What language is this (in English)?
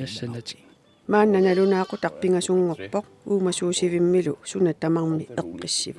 Kalaallisut